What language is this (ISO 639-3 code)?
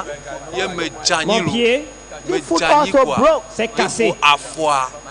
ewe